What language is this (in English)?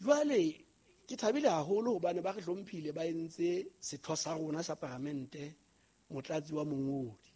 Southern Sotho